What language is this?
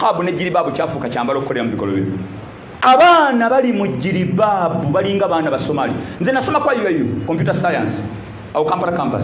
Ganda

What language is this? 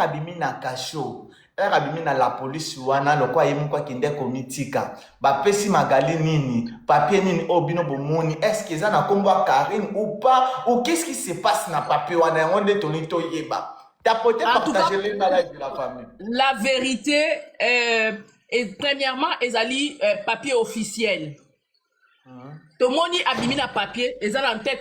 Lingala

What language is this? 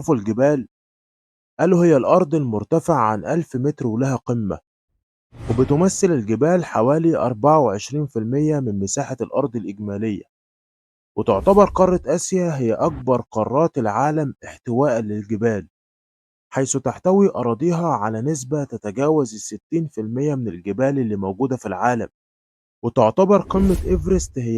Egyptian Arabic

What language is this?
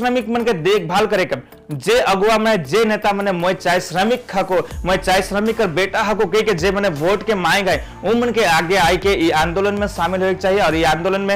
Sadri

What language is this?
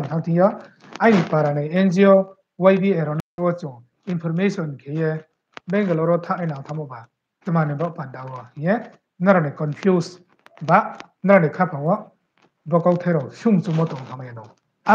Riang (India)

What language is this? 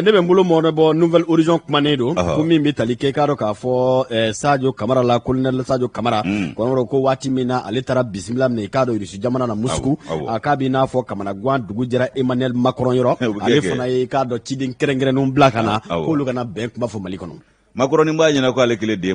Bambara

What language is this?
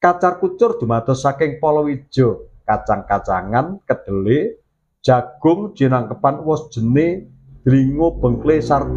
Javanese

